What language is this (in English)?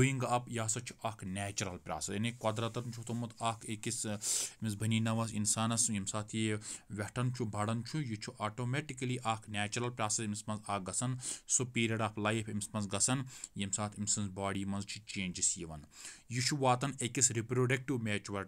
Kashmiri